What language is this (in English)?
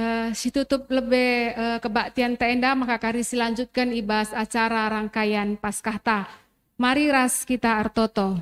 Batak Karo